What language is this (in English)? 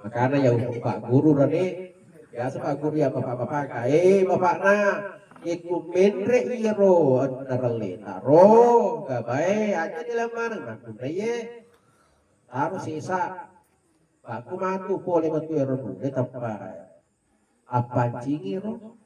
Buginese